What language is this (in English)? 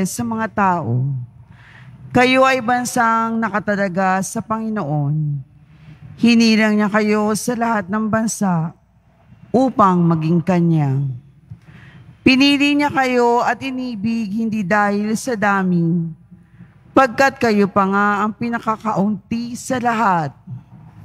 Filipino